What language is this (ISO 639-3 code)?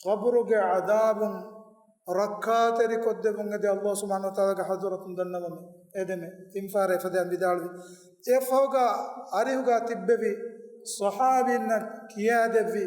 div